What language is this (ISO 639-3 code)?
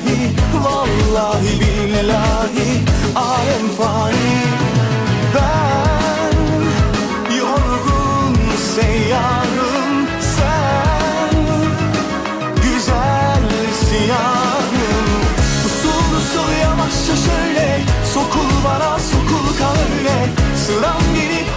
tur